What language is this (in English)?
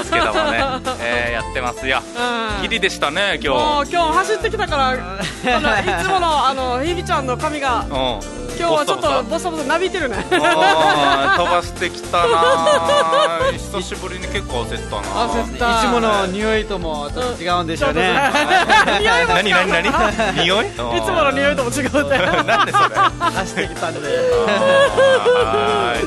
Japanese